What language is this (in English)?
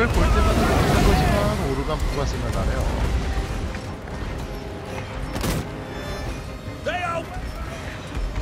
Korean